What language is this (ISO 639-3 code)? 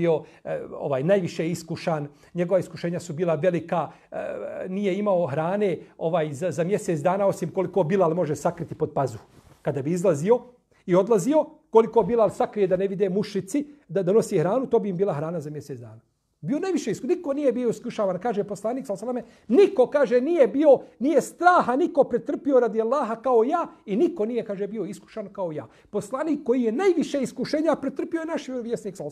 bos